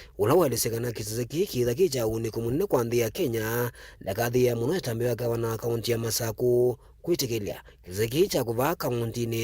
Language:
Kamba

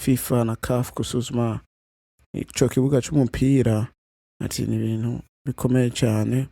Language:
Rundi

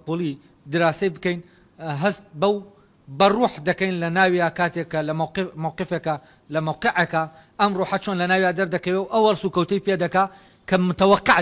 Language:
Central Kurdish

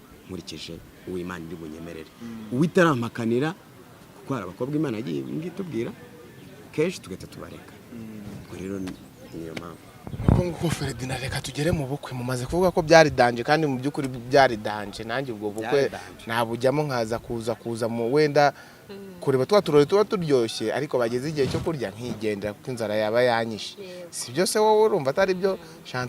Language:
Kinyarwanda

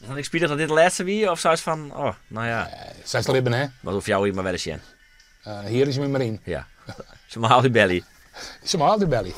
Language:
Western Frisian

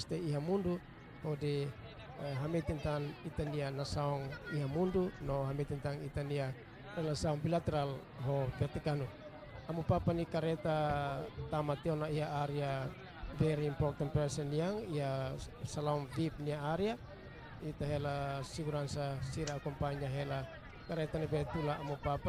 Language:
Tetum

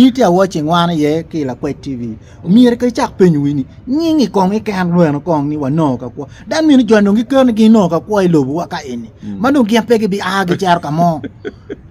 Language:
Acoli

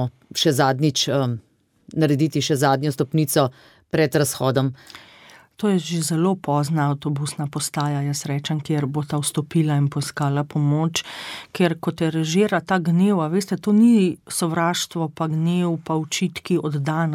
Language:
Slovenian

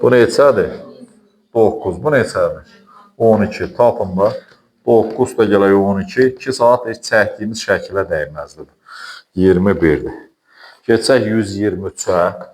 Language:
Azerbaijani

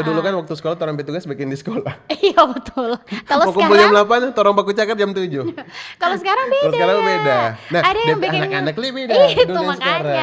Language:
Manado Malay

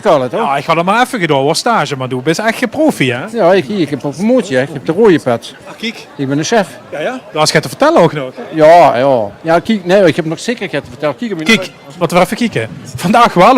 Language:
Limburgish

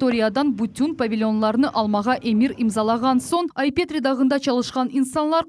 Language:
Crimean Tatar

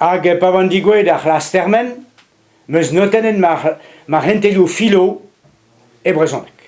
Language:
Breton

